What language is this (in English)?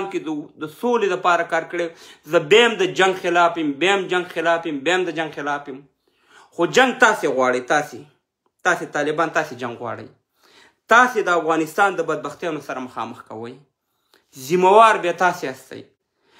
Pashto